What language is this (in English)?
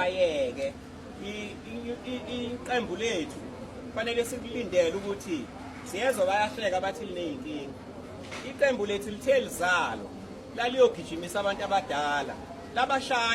Zulu